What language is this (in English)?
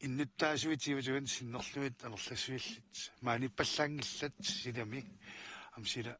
Kalaallisut